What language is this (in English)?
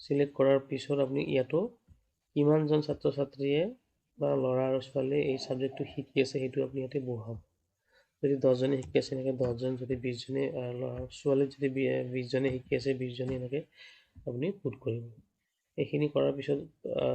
Assamese